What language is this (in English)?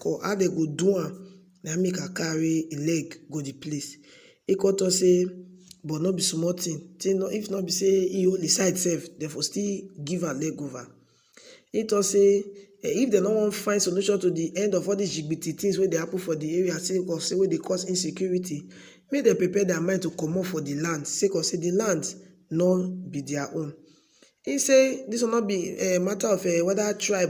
Nigerian Pidgin